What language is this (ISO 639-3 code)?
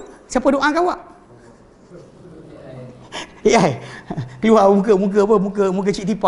msa